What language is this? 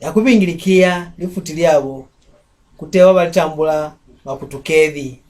Mbunda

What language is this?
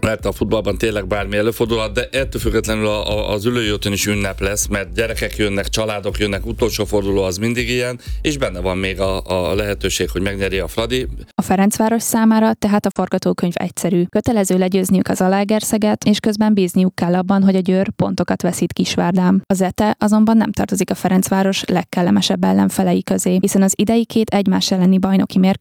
Hungarian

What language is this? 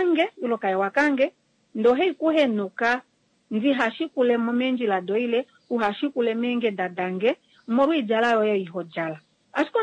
Kuanyama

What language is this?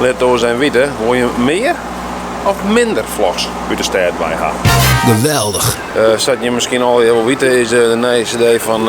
Western Frisian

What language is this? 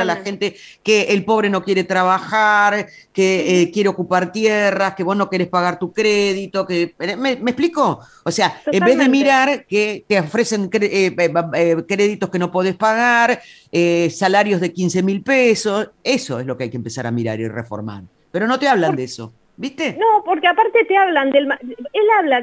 Spanish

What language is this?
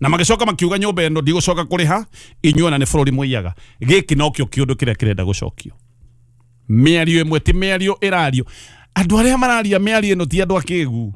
Kikuyu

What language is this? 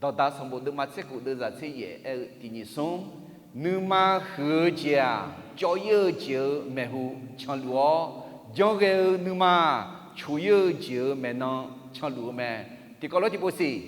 Akha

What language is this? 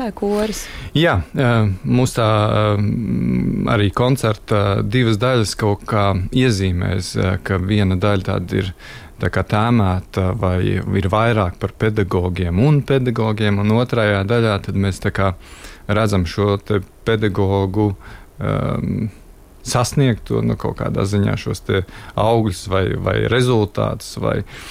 Latvian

